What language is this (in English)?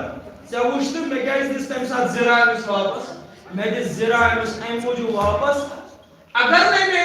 Kashmiri